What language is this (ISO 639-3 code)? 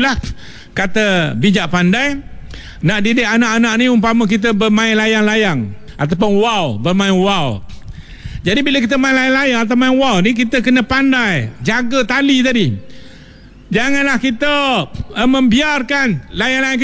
msa